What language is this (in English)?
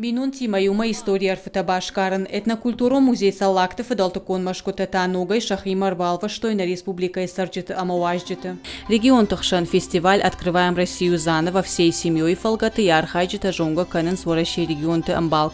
Ossetic